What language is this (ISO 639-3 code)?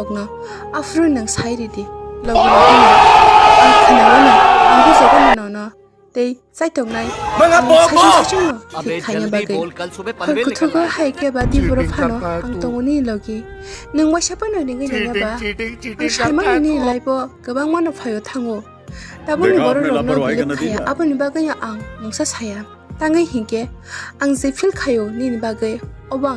trp